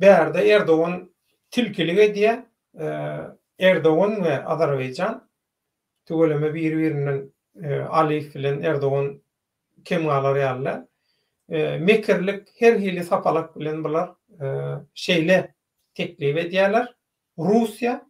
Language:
Turkmen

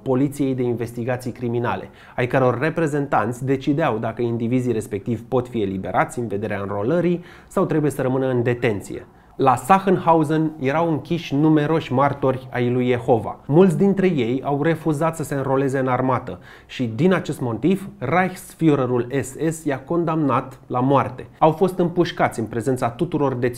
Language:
Romanian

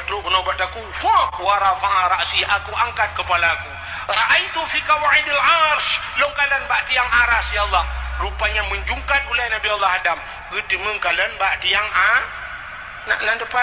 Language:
Achinese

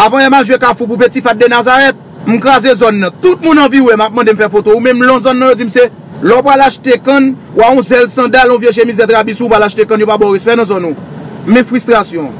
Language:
Haitian Creole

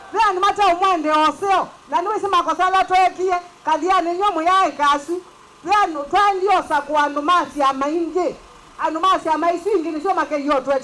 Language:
Kamba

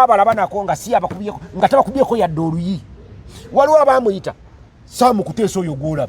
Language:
Ganda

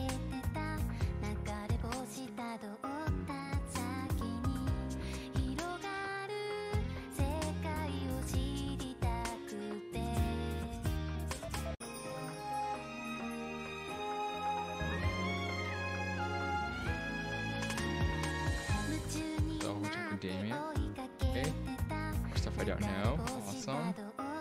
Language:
English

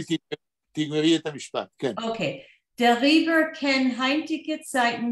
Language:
Yiddish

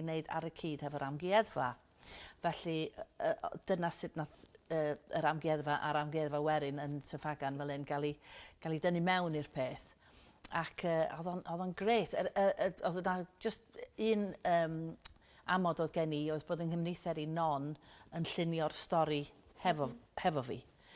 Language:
Welsh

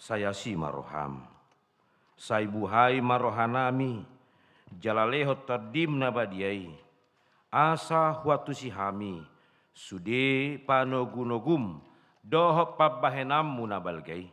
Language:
Batak Toba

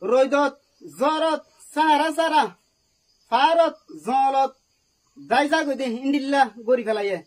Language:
Rohingya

